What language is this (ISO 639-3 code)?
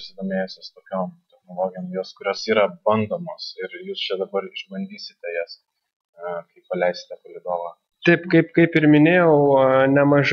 lit